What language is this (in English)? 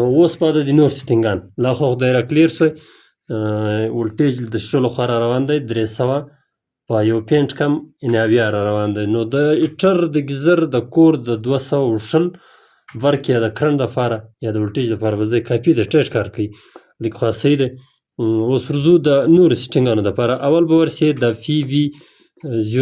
Pashto